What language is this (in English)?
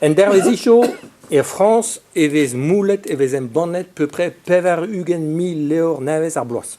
Breton